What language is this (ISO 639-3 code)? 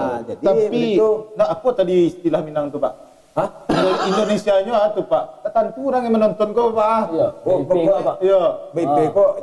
min